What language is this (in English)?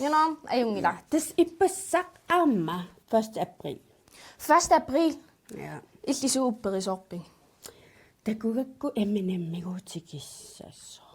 Kalaallisut